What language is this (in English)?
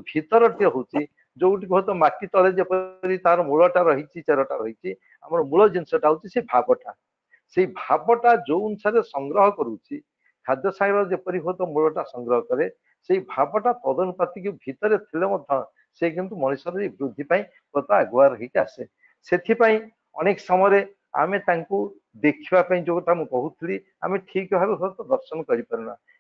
Odia